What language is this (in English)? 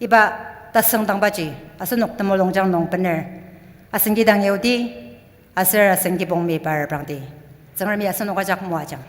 Ao Naga